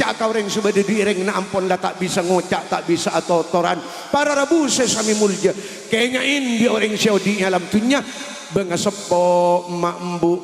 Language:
Madurese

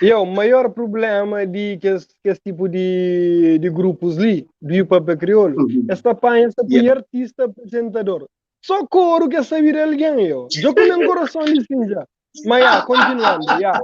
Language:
Kabuverdianu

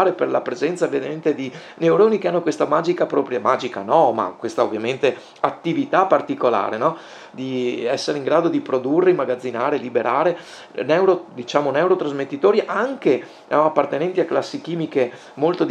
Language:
Italian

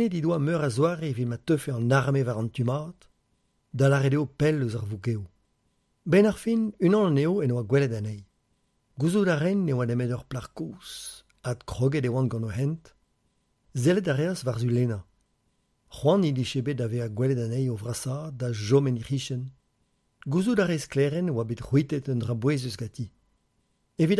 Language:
Breton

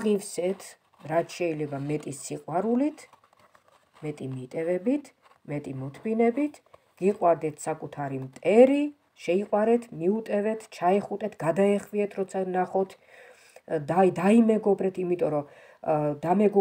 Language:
Georgian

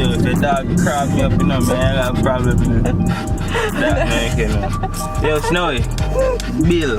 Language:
Jamaican Creole English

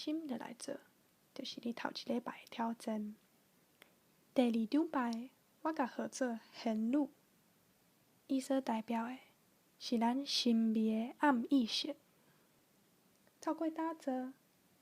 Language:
Min Nan Chinese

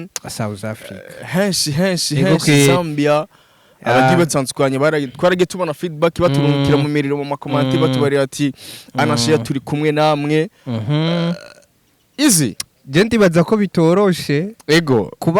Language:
Rundi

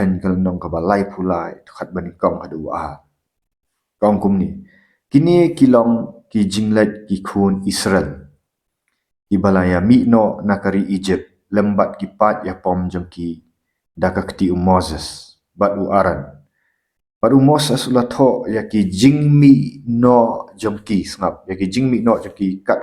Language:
Khasi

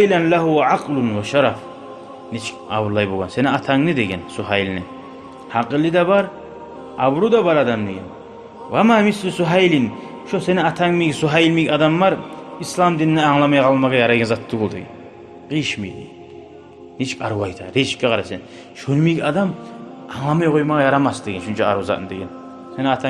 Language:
Kumyk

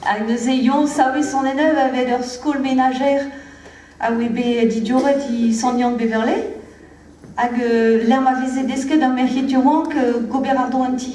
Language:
Breton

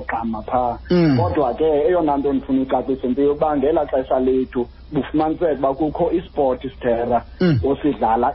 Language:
Xhosa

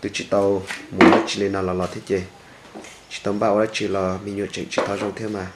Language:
Hmong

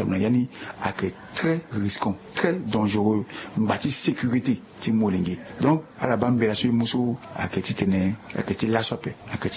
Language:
Sango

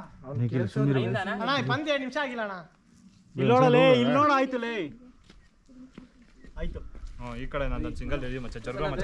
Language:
Kannada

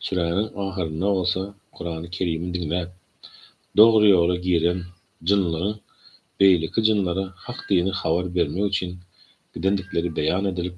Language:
Turkmen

